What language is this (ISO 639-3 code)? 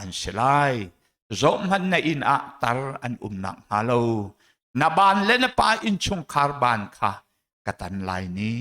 cnh